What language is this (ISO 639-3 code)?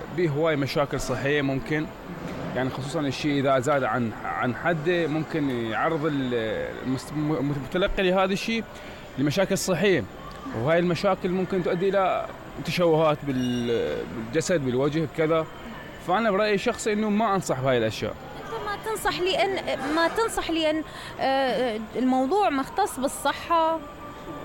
acm